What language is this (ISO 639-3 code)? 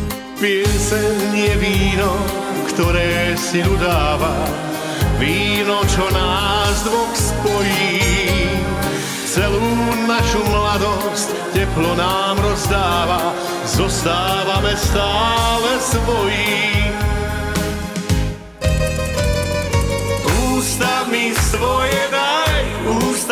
slk